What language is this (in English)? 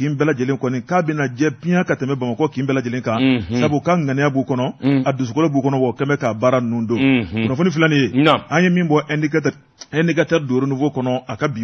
Bambara